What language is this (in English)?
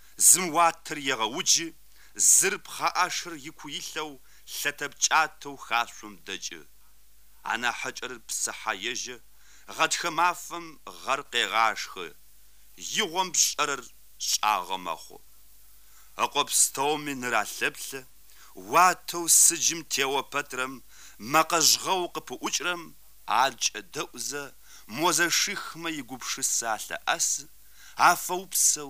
Kabardian